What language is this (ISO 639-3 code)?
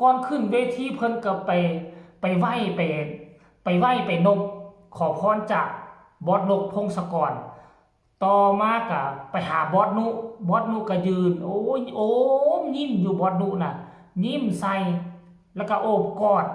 tts